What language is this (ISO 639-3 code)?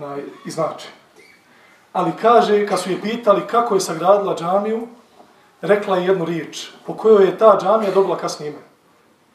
bos